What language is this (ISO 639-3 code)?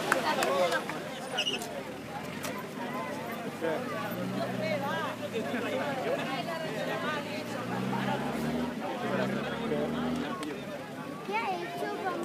cat